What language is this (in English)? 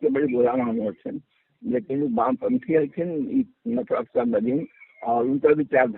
Magahi